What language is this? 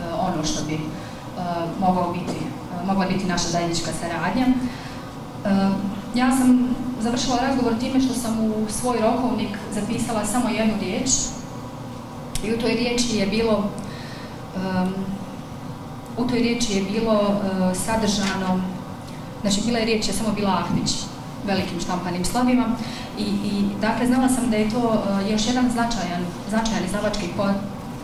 Bosnian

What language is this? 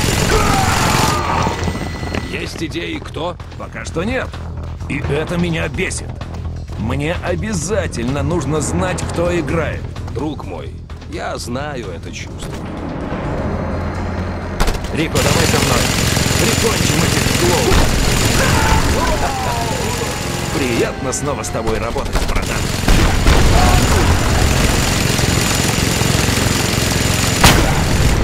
Russian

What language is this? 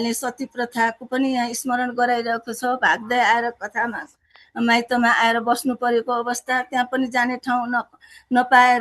Nepali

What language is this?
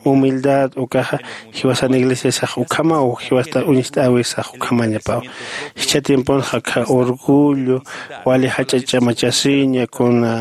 Aymara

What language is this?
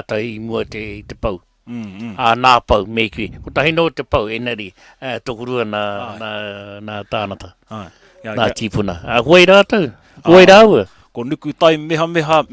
Māori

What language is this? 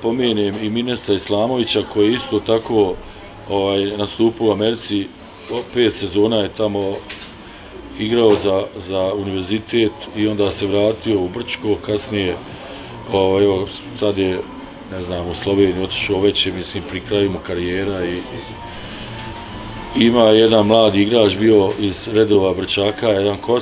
Bosnian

